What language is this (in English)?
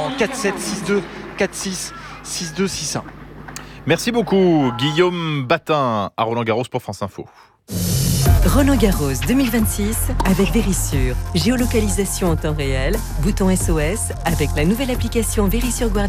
French